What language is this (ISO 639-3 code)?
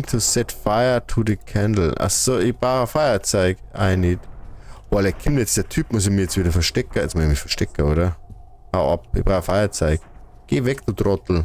bar